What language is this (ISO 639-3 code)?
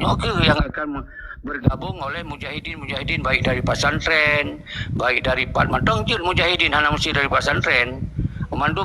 ace